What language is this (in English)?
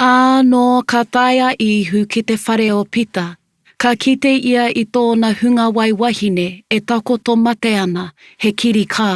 Māori